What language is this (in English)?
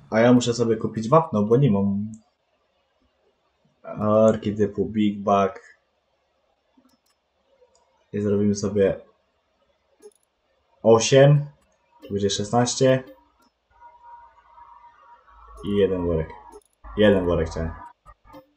Polish